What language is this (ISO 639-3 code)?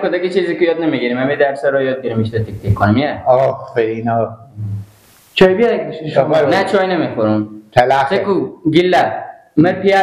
fas